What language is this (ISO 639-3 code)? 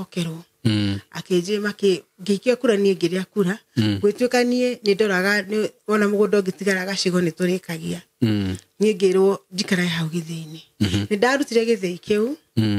kik